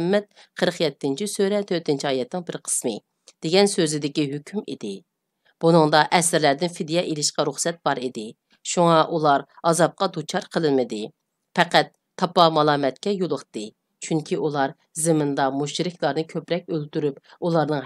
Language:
Uyghur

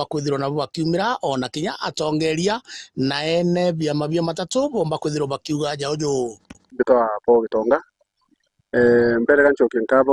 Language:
Meru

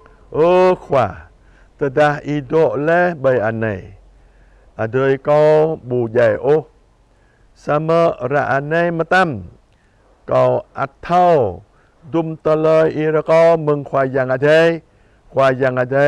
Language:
Jarai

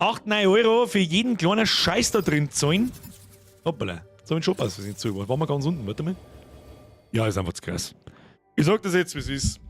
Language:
Bavarian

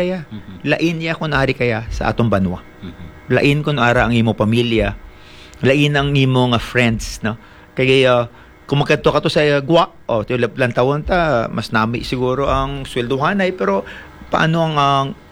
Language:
Hiligaynon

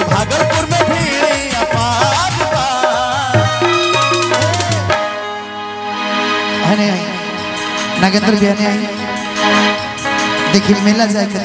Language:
Bhojpuri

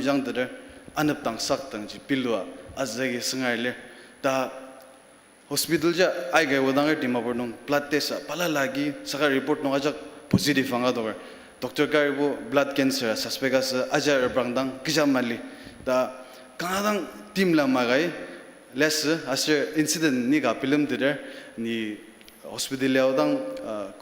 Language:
Ao Naga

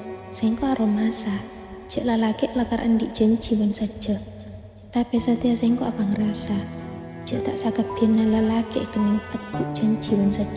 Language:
Madurese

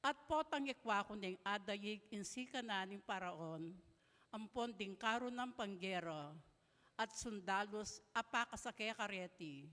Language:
Pampanga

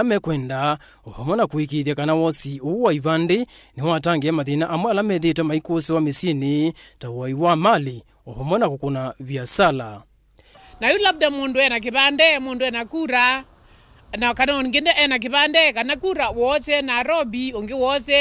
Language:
Kamba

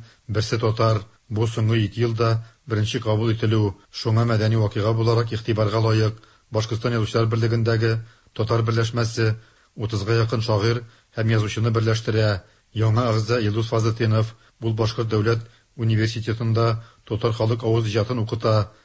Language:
Tatar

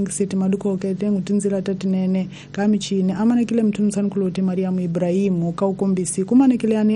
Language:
Tsonga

